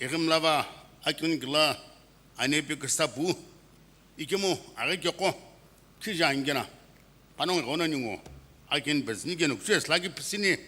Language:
Sumi Naga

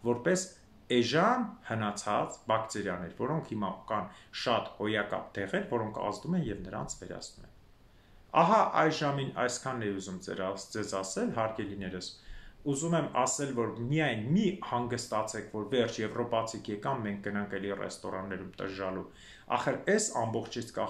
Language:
Armenian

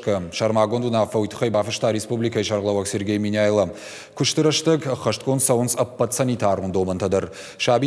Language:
Ossetic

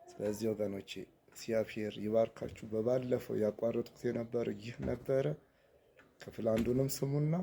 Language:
Amharic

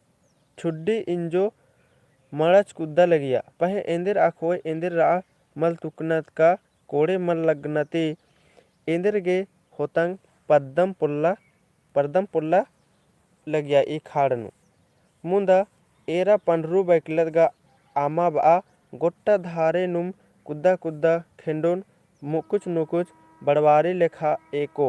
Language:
Kurukh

